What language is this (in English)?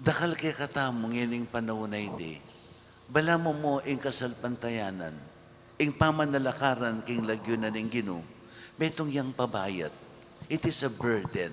Pampanga